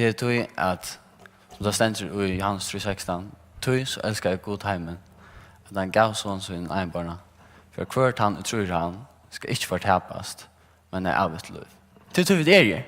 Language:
Faroese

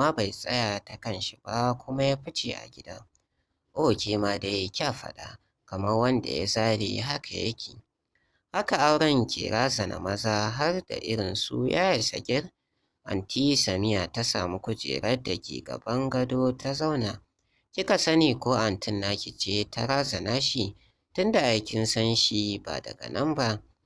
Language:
Hausa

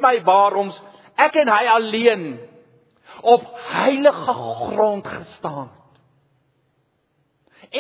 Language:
Afrikaans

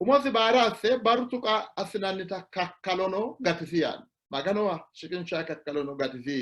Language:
Sidamo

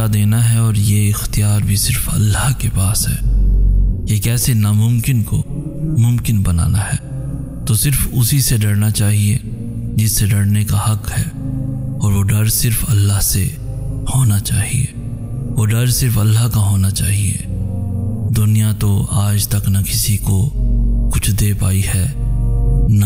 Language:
Urdu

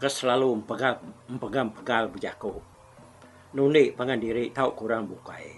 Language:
Iban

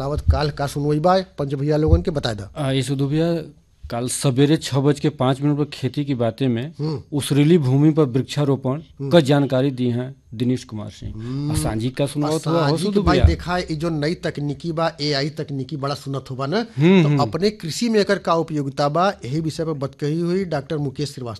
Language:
Bhojpuri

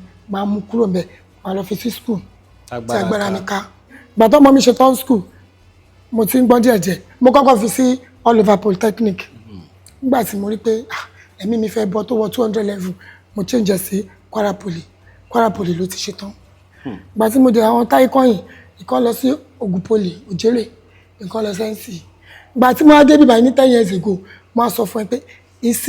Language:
Yoruba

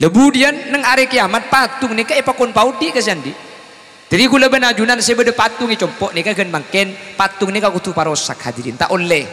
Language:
Madurese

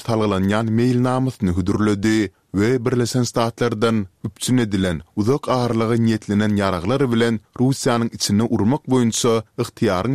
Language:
Turkmen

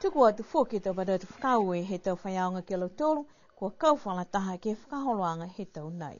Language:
Niuean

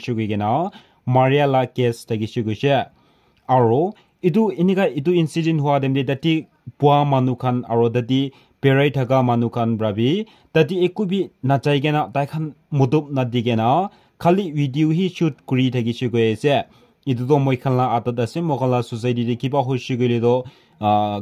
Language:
Naga Pidgin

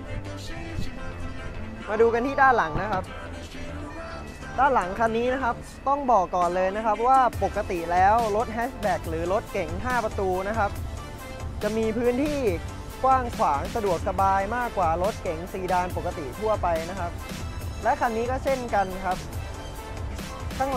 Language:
Thai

